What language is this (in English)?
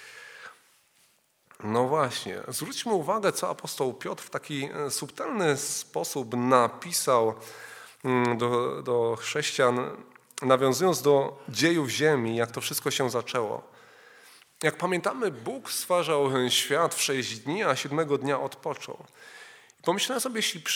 Polish